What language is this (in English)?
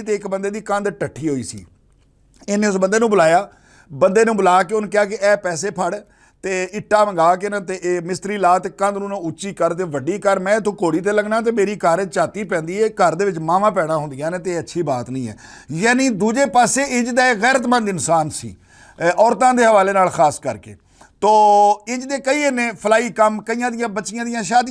Western Panjabi